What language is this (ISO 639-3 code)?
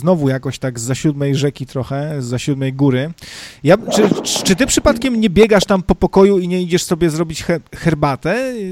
pol